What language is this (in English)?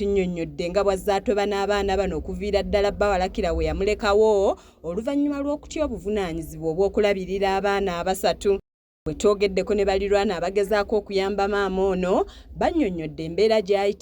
Ganda